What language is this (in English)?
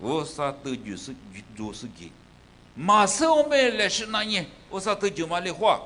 Lisu